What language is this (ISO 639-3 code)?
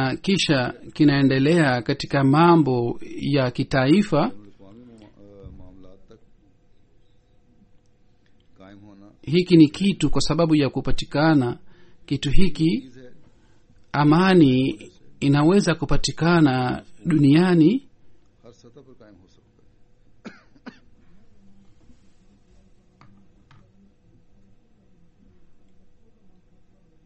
swa